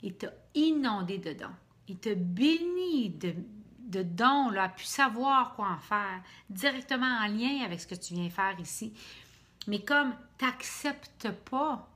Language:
French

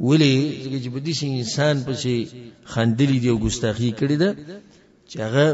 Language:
Pashto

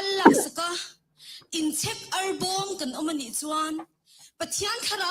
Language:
Mizo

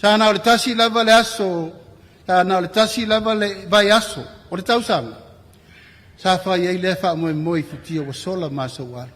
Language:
Samoan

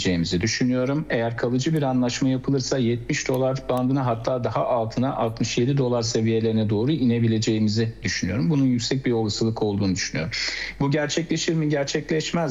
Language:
Turkish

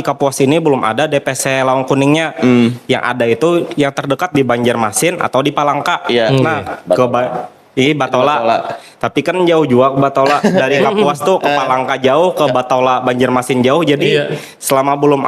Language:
Banjar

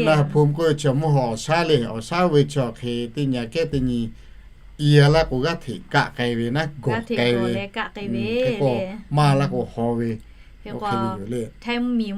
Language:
Lahu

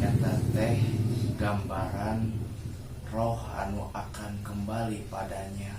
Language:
Sundanese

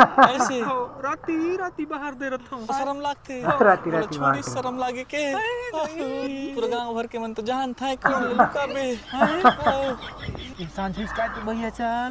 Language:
Chhattisgarhi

